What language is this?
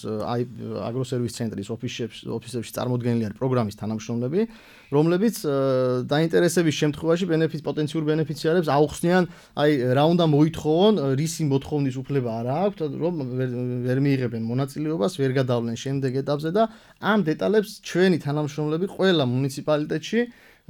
Georgian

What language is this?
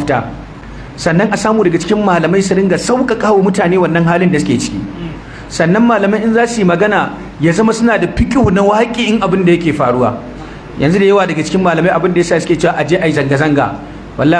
Hausa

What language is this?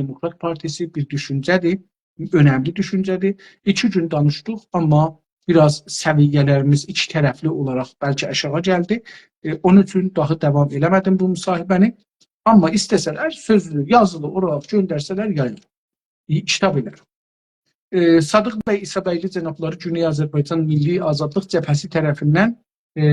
South Azerbaijani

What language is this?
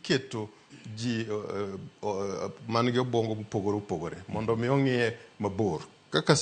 Luo (Kenya and Tanzania)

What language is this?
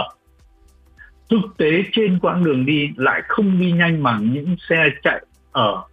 Vietnamese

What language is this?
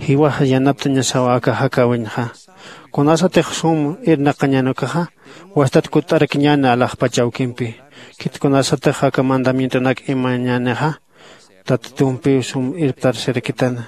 Aymara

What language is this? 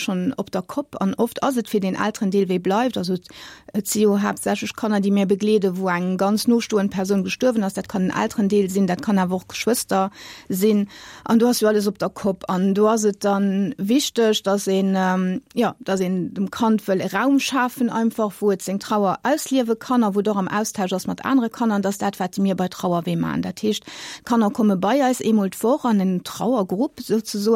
Luxembourgish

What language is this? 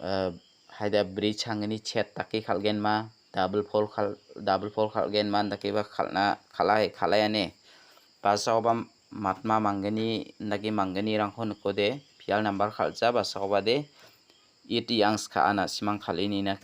Garo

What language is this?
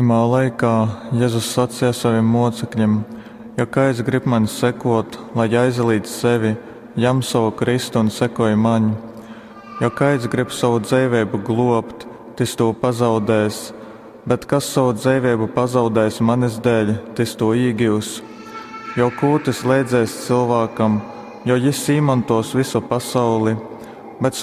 Latgalian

